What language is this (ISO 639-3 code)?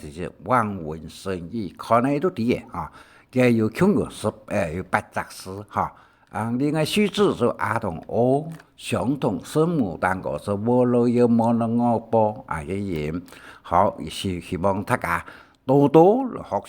hak